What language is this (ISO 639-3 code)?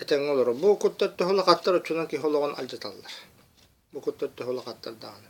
sah